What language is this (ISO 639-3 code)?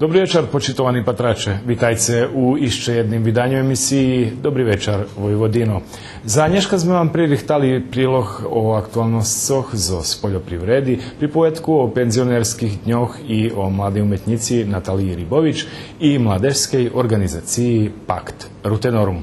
rue